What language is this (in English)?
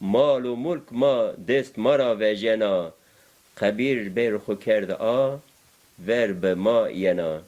Zaza